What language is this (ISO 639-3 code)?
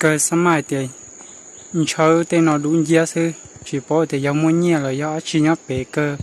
hmn